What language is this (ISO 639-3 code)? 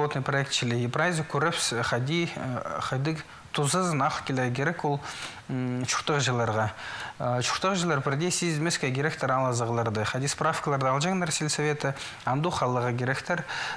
kjh